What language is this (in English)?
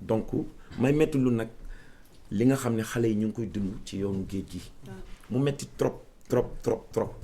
Wolof